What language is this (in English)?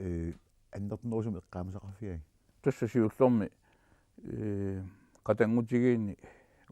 Kalaallisut